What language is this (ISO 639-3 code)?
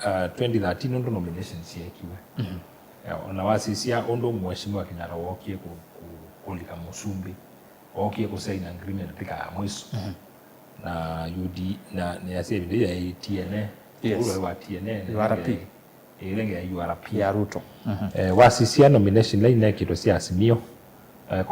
kam